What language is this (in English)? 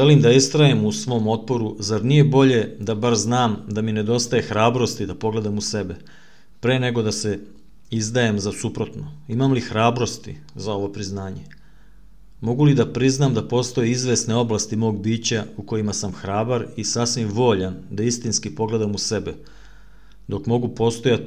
Serbian